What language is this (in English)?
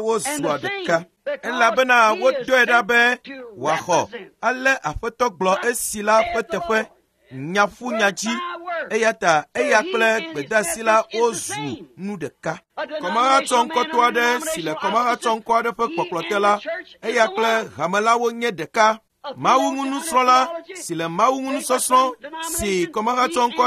Ewe